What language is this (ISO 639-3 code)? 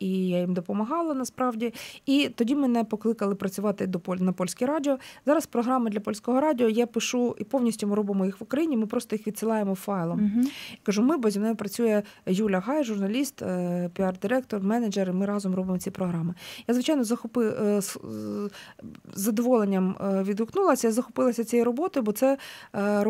ukr